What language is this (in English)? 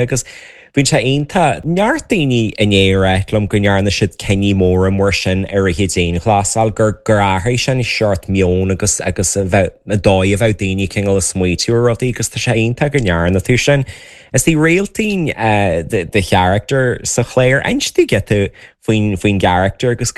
Irish